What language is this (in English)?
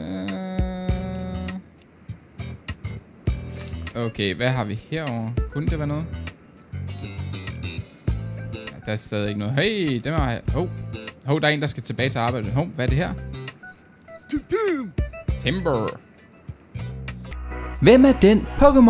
Danish